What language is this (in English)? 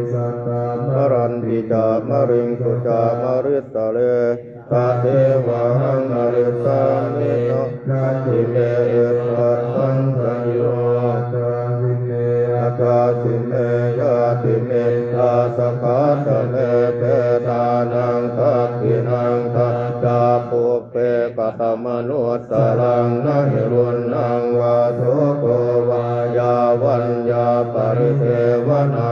Pali